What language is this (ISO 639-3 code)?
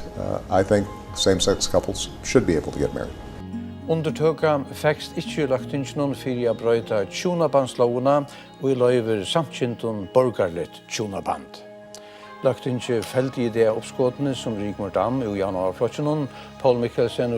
fao